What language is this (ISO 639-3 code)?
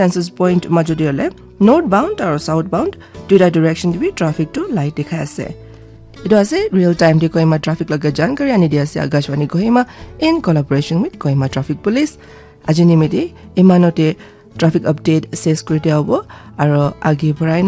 nag